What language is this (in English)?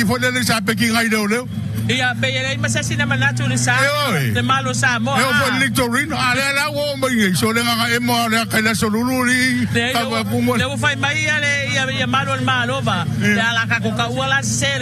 Samoan